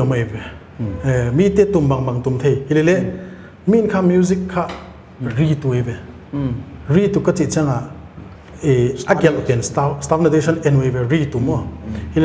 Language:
Paite Chin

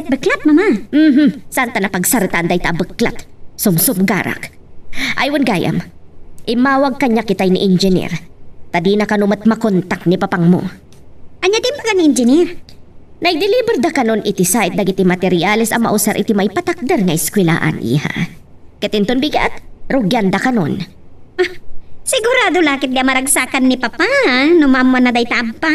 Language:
Iloko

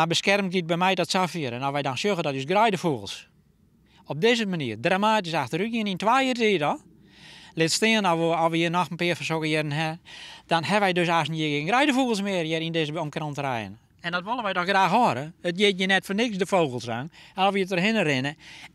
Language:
Western Frisian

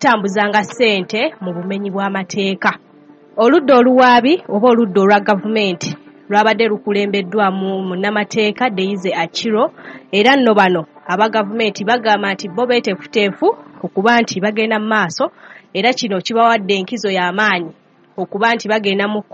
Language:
Ganda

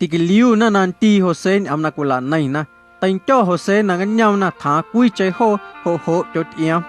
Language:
Guerrero Amuzgo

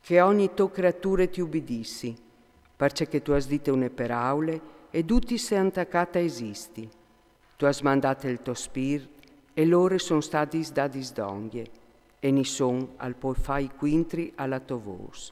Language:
Friulian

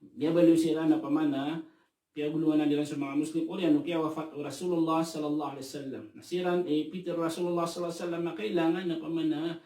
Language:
Maranao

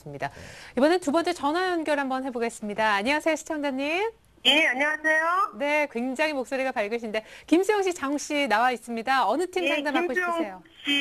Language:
Korean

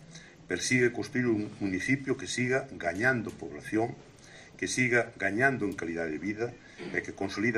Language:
Galician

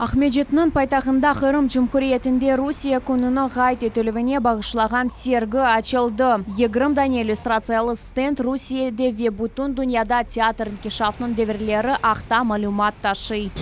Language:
Crimean Tatar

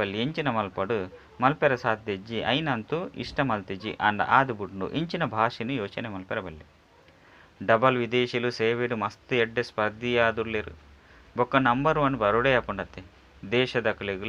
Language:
Tulu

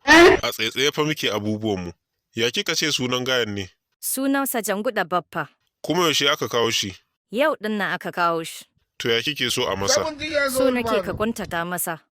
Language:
Hausa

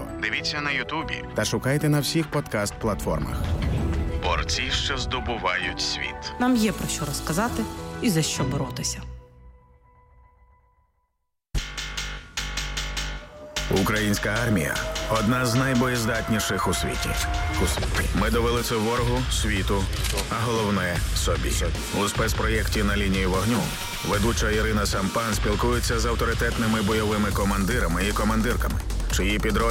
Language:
Ukrainian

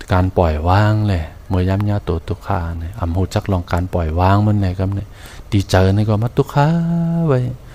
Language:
Shan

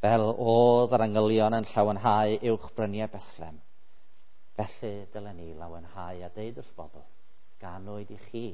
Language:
Welsh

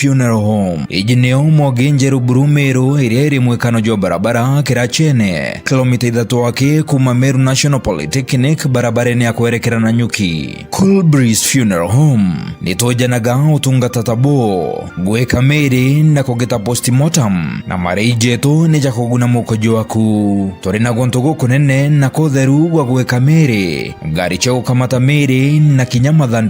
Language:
Meru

